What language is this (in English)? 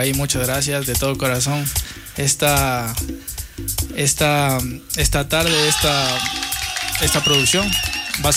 Spanish